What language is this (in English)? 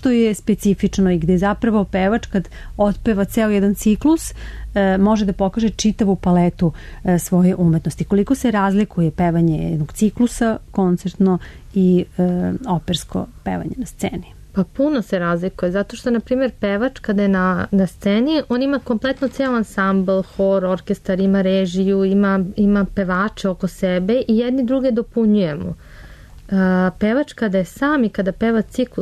Serbian